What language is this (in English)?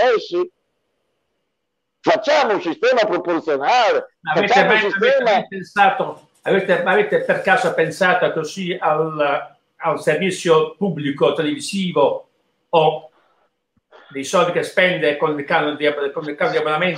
Italian